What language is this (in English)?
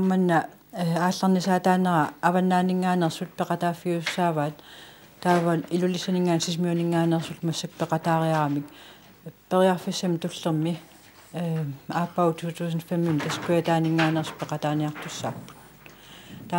Kalaallisut